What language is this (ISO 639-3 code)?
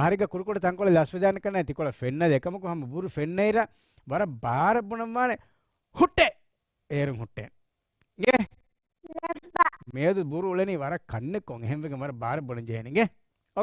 div